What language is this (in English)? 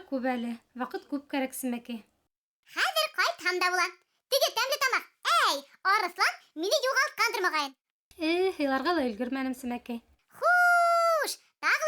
Bashkir